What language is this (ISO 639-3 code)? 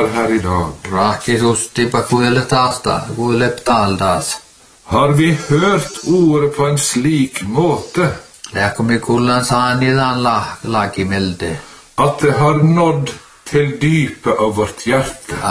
nor